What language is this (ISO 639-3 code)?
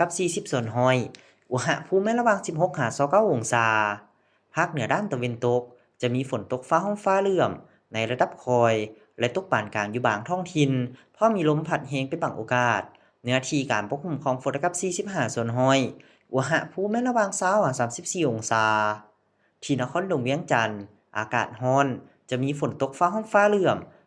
lao